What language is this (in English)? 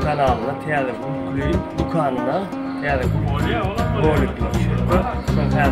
Turkmen